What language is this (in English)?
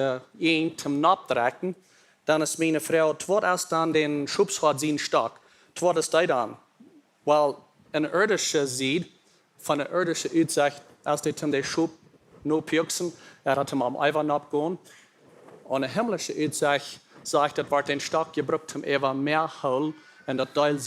Plautdietsch